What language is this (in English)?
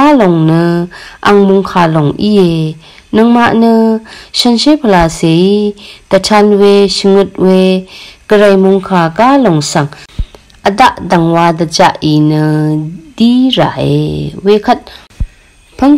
Rawang